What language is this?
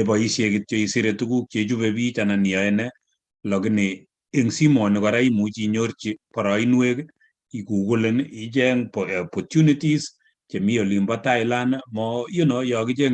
Kalenjin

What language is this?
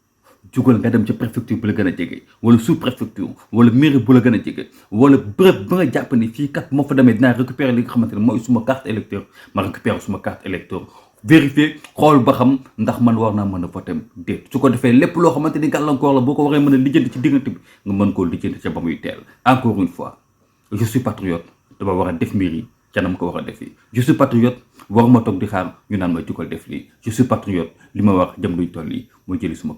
Wolof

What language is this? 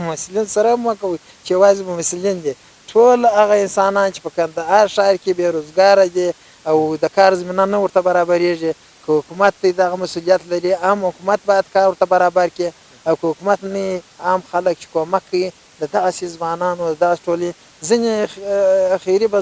Pashto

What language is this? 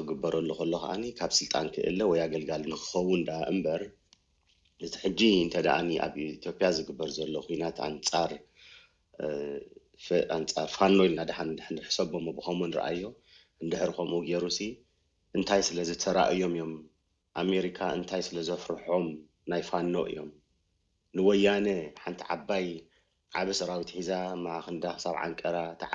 Tigrinya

